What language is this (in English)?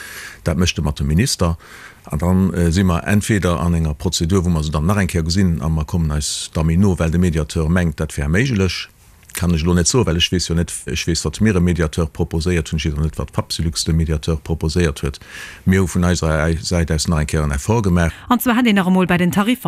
Luxembourgish